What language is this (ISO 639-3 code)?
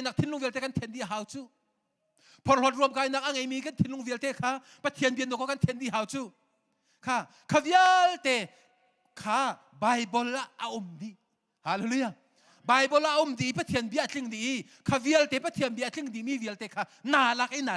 cnh